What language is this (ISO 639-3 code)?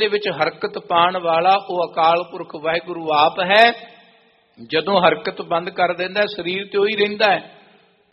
pan